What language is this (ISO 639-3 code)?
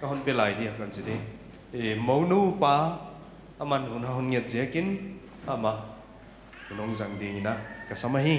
pck